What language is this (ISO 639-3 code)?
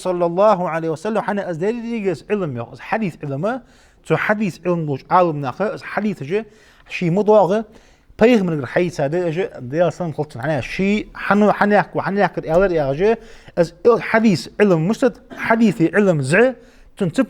inh